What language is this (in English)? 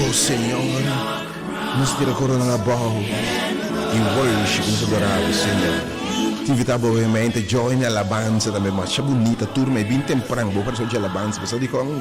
Papiamento